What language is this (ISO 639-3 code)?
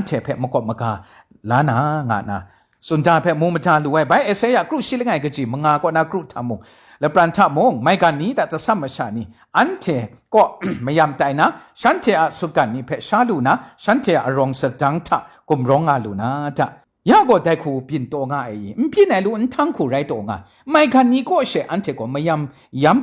kac